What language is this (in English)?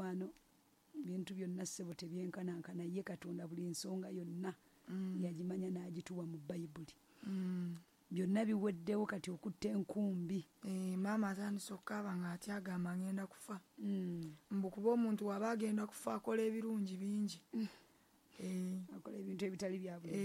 Ganda